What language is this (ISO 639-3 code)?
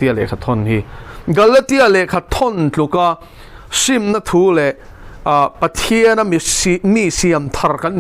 lus